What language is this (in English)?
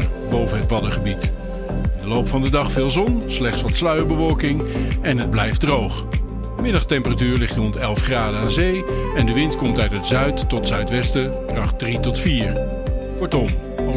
Dutch